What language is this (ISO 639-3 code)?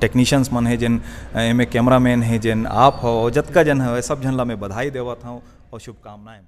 hne